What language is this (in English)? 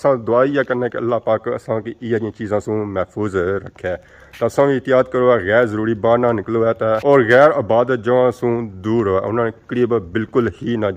Pahari-Potwari